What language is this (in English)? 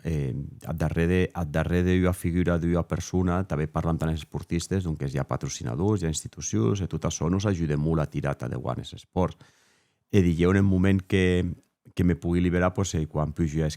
Occitan